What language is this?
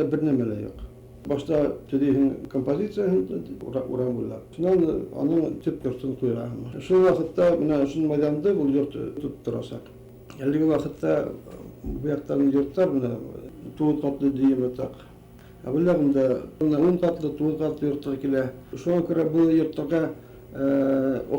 Bashkir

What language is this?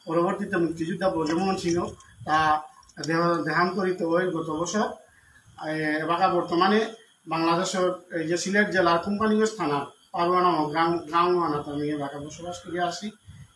Bishnupriya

